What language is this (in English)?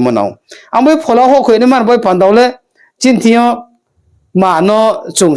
Riang (India)